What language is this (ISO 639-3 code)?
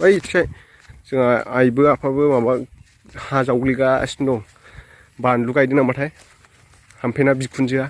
brx